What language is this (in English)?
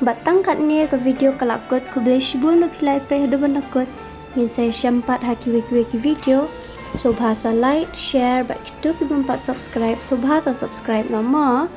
Khasi